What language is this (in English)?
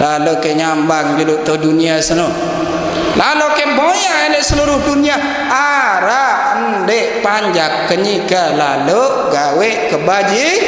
Sasak